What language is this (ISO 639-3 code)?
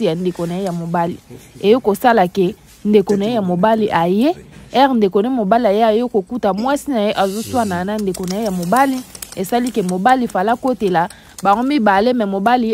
lin